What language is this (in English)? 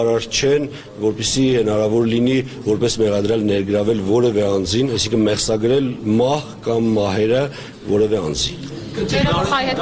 Armenian